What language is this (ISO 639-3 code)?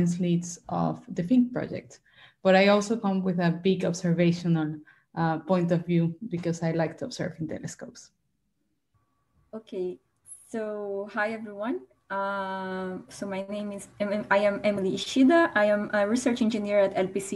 eng